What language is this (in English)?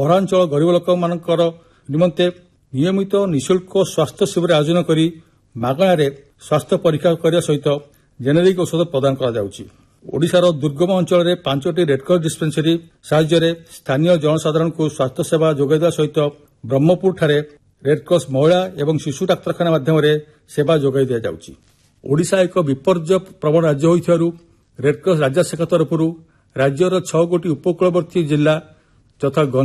Odia